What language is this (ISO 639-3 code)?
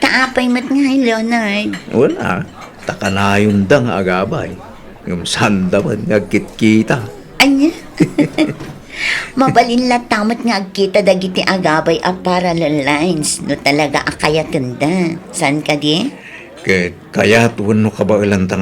ilo